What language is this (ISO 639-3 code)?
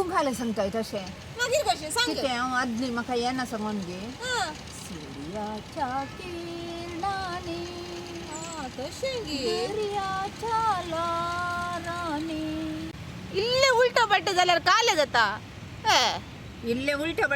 kok